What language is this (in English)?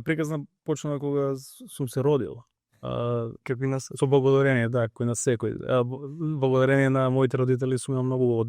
Macedonian